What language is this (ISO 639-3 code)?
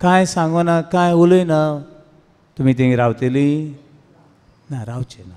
kok